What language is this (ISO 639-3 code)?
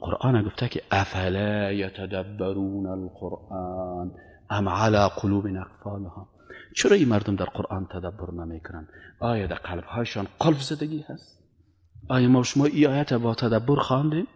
fas